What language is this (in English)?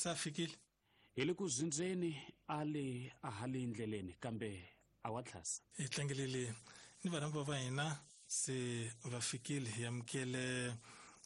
Tsonga